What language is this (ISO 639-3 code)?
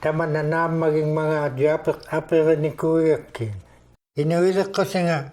iku